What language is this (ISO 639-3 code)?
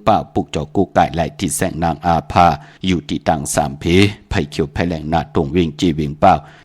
shn